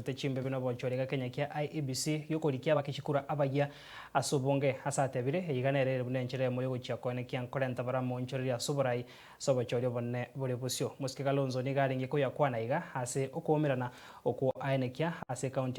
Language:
Gusii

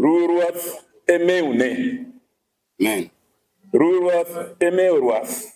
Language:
Luo (Kenya and Tanzania)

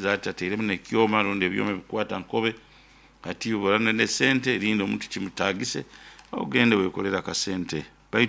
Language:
Nyoro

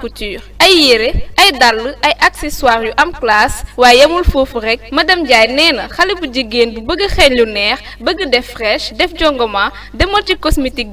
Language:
Wolof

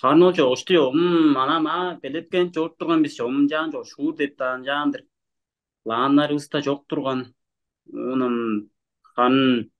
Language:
Tuvinian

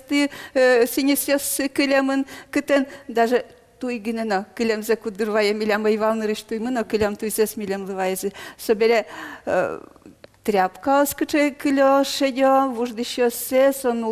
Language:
Udmurt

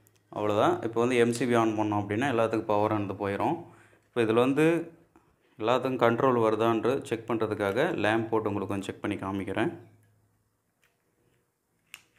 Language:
Tamil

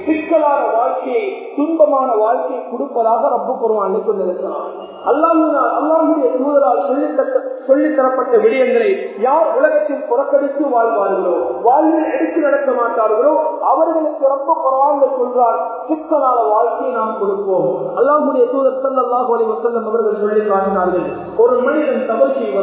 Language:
Tamil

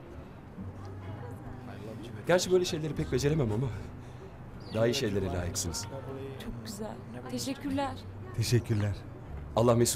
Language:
Turkish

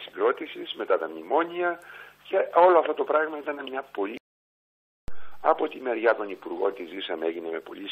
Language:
Greek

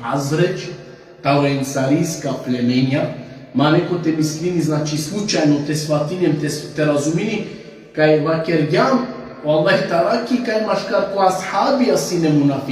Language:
Balkan Romani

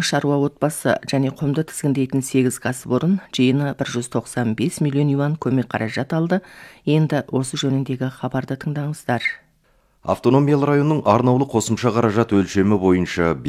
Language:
Kazakh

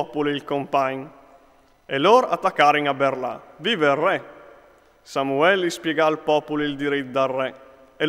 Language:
Friulian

